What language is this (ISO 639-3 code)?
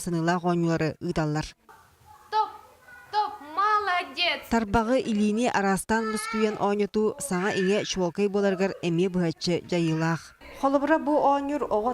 sah